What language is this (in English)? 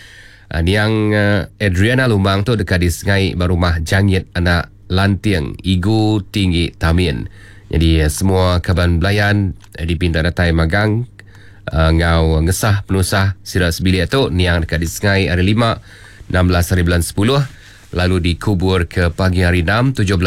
Iban